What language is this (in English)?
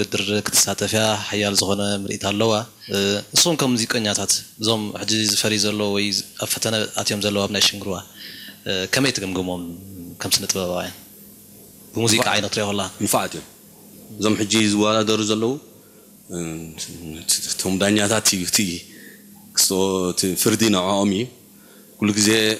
Tigrinya